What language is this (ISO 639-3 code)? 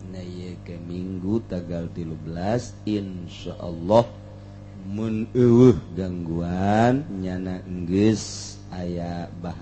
sun